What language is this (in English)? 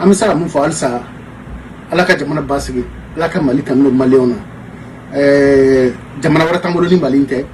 Bambara